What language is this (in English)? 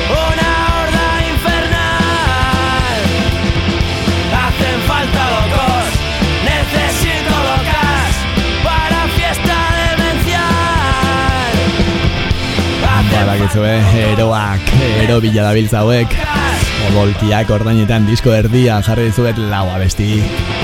Basque